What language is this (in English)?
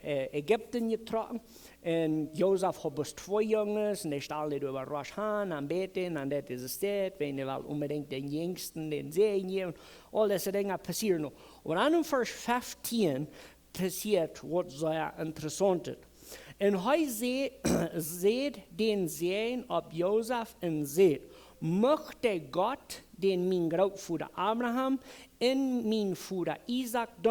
Plautdietsch